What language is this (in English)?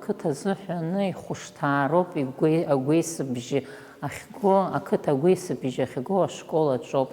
Abkhazian